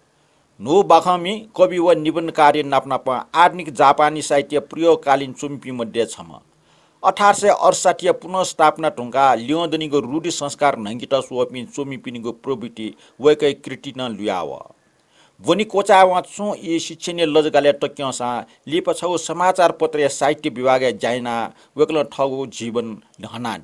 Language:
Newari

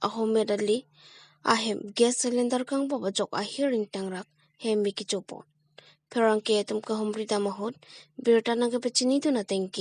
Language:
Karbi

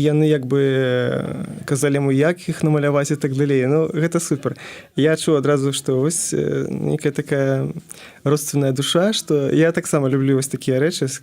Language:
Belarusian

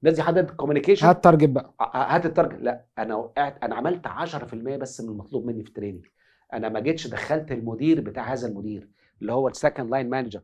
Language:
Egyptian Arabic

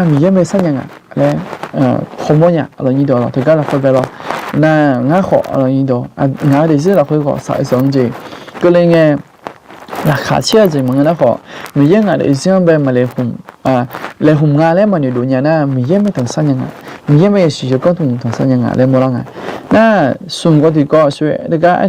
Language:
Akha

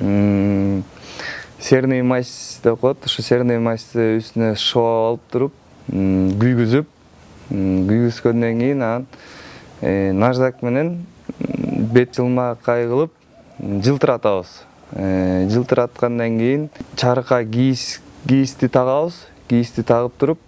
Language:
Kyrgyz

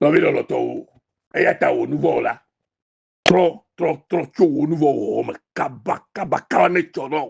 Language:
Ewe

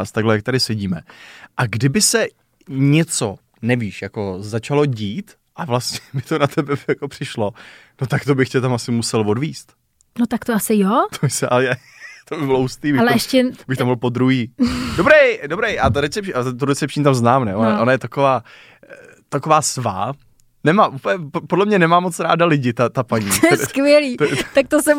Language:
Czech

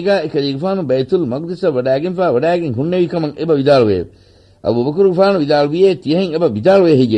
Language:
Divehi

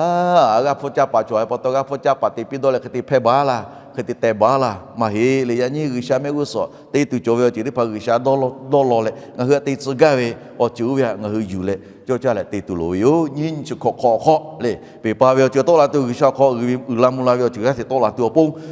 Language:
Lahu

